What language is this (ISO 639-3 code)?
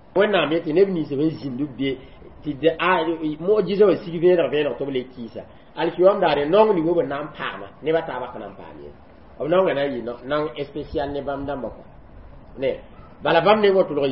mos